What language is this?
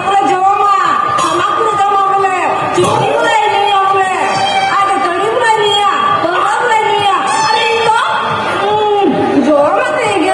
Santali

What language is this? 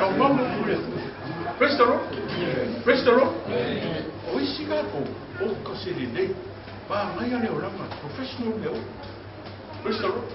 Samoan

